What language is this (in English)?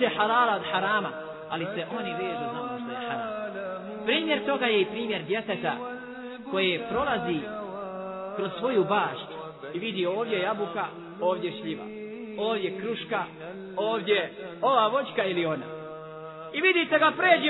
Bosnian